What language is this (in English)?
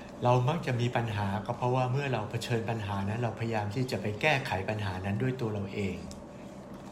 Thai